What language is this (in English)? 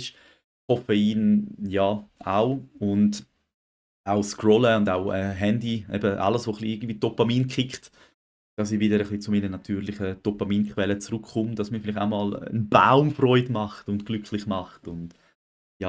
Swiss German